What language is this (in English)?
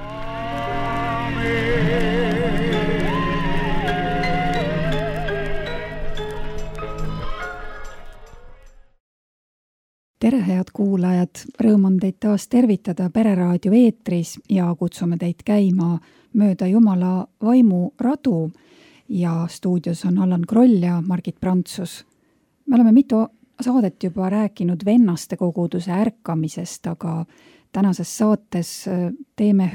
Estonian